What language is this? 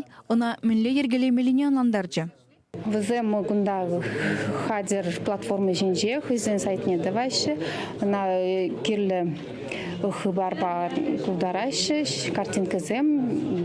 Chuvash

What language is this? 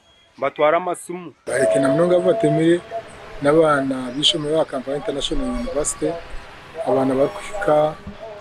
Nyankole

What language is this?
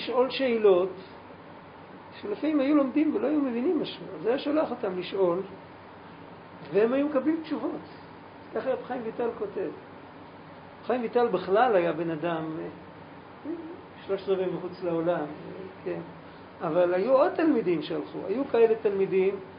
Hebrew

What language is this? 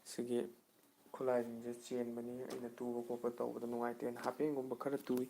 Manipuri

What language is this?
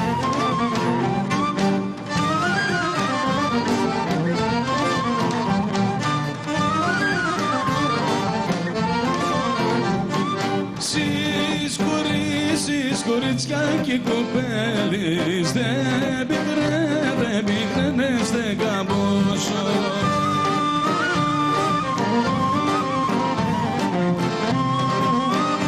Greek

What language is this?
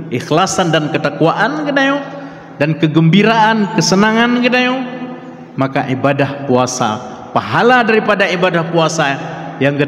Achinese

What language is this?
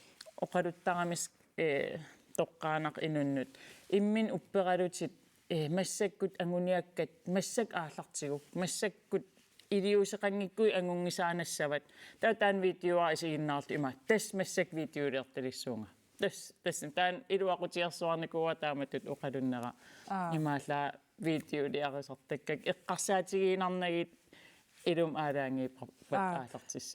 Kalaallisut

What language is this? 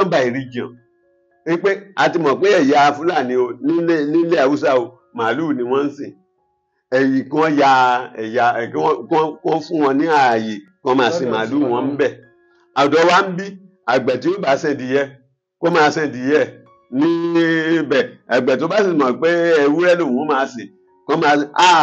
Yoruba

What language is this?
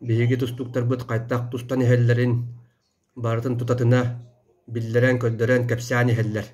Yakut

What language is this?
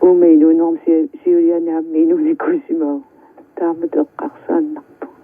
Kalaallisut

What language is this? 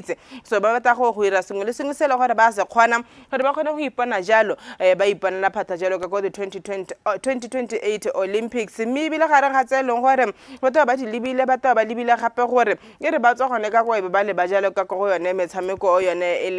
Tswana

